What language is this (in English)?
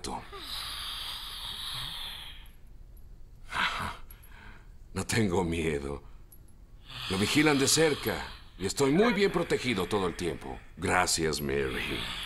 Spanish